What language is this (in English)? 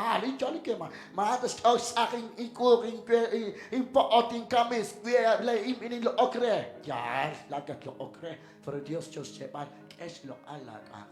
Kekchí